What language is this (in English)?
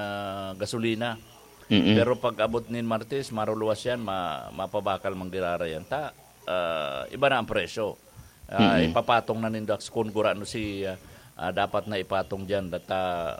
Bikol